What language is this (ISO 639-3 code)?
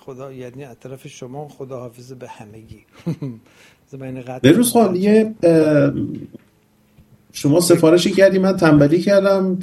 fas